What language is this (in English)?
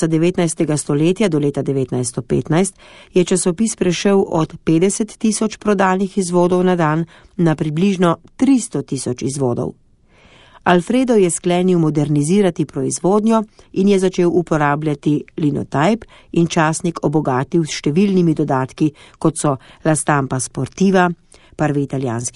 Slovenian